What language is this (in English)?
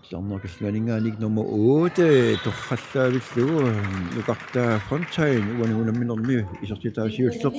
Kalaallisut